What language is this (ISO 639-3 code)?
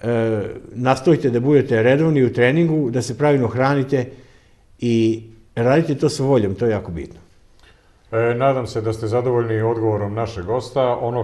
srp